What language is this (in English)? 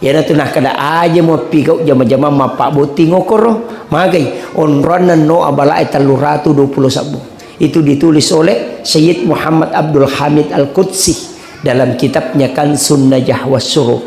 Buginese